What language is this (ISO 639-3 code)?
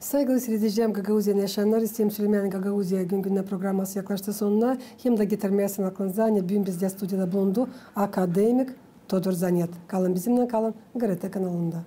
gag